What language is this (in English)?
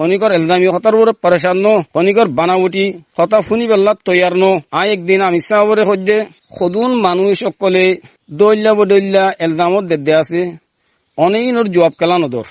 Rohingya